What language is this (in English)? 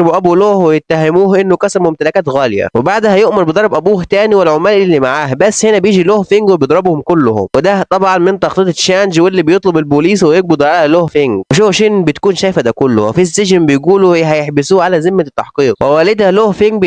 Egyptian Arabic